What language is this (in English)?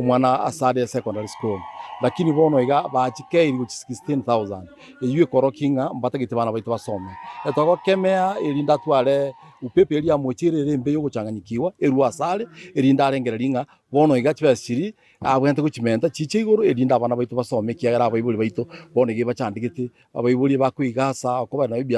Gusii